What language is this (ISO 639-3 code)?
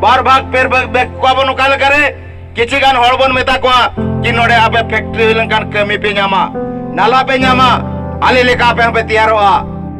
sat